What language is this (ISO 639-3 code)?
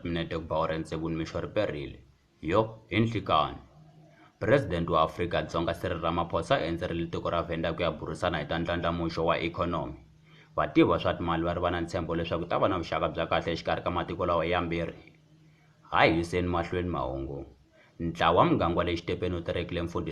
tso